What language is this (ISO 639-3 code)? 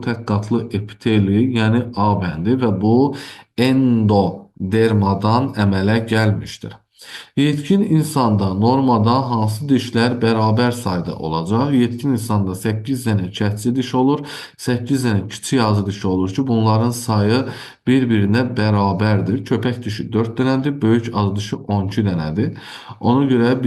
aze